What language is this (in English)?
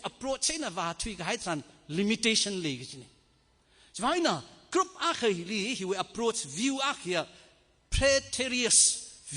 Tangkhul Naga (India)